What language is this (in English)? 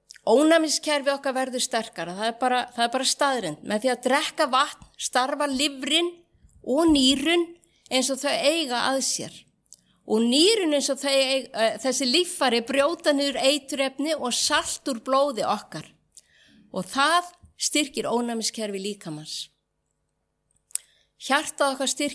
Icelandic